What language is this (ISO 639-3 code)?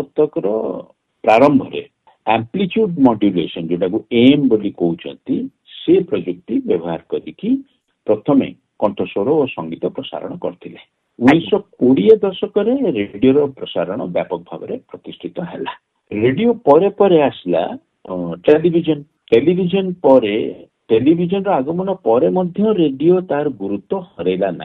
ori